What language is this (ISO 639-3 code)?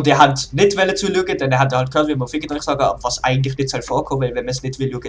gsw